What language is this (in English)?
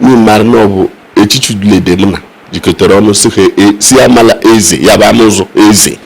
Igbo